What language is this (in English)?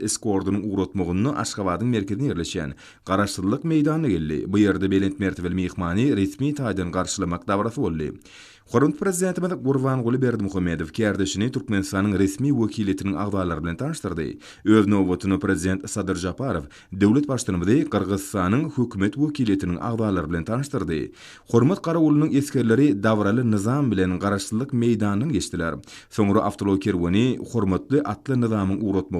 Turkmen